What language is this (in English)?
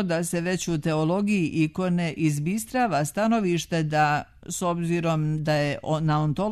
Serbian